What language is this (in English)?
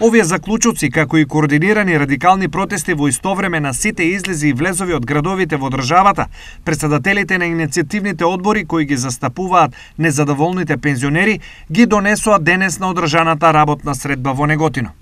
Macedonian